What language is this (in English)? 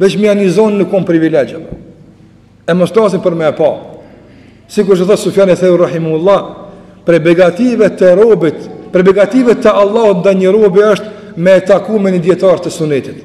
Albanian